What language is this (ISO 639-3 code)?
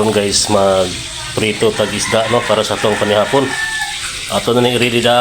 ceb